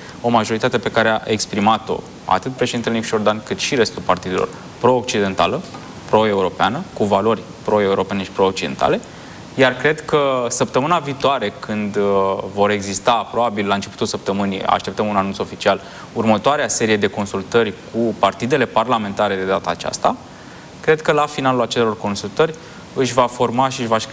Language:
Romanian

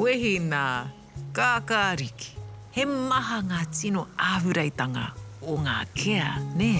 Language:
Māori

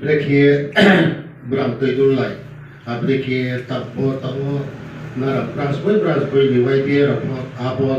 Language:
Riang (India)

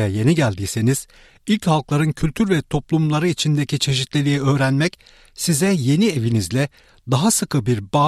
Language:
Turkish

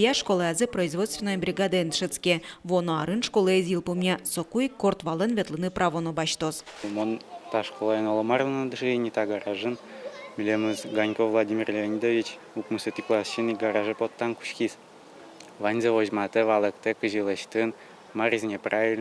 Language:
Udmurt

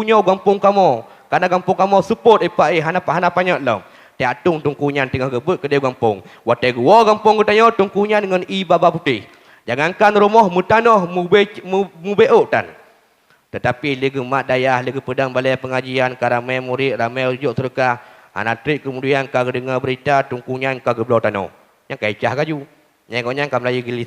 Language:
Achinese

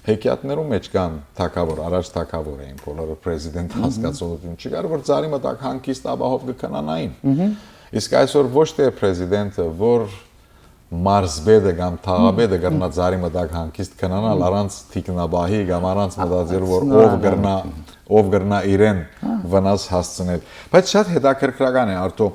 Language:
Western Armenian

